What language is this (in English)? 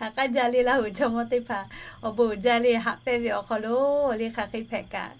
Lahu